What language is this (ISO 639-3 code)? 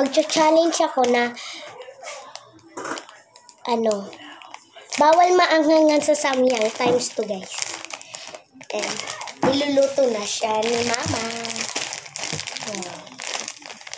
fil